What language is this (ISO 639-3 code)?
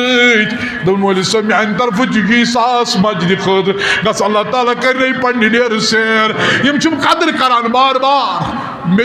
kas